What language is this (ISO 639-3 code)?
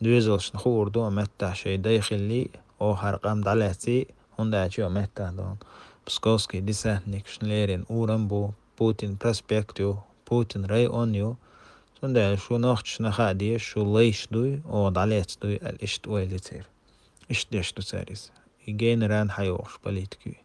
che